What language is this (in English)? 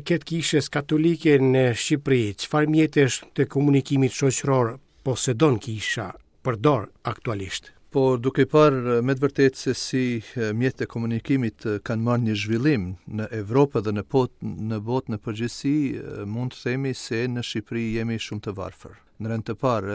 Albanian